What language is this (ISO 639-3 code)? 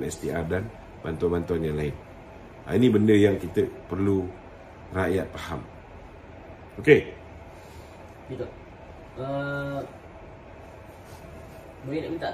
msa